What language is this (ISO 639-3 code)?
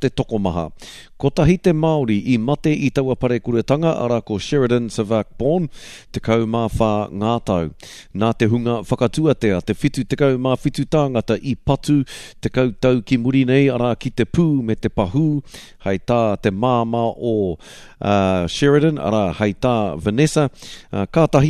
mri